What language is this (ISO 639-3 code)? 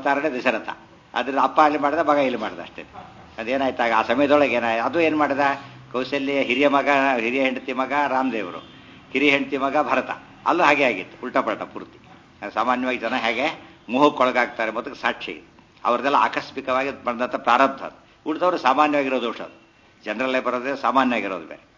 kan